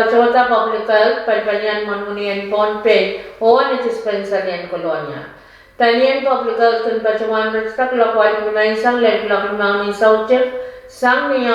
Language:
Pohnpeian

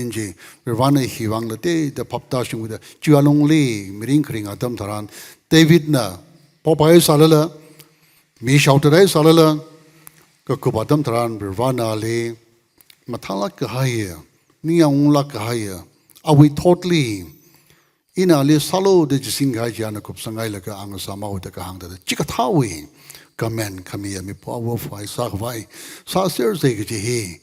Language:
Tangkhul Naga (India)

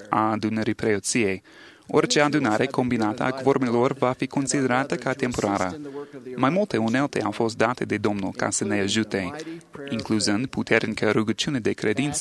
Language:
Romanian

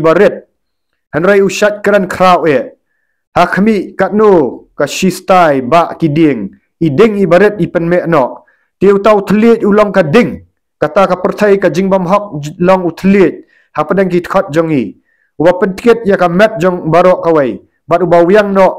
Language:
Khasi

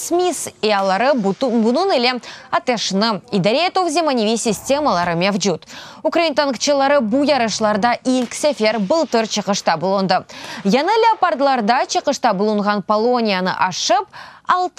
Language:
Crimean Tatar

